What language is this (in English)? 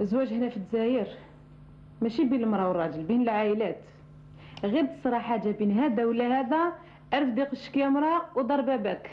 Algerian Arabic